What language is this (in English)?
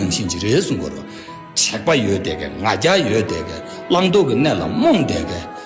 Tibetan